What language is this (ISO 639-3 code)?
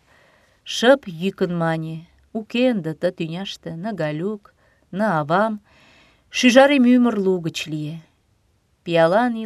chm